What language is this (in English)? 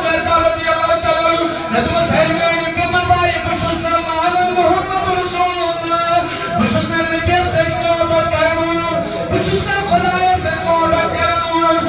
Kashmiri